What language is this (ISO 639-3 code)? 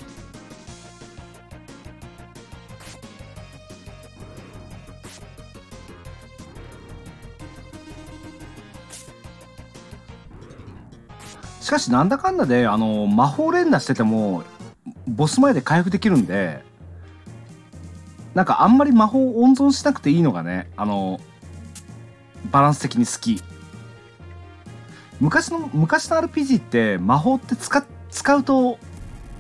jpn